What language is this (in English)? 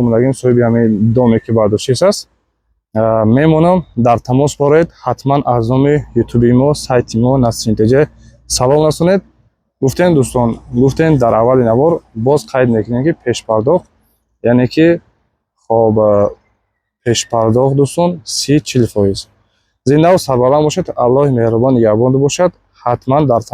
Tajik